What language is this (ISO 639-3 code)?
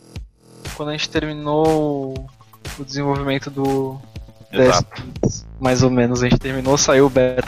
por